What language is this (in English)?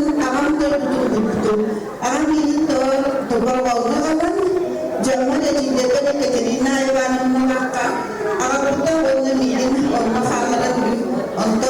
Yakut